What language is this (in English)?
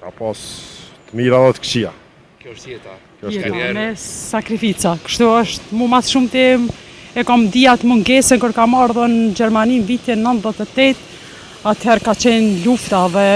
Albanian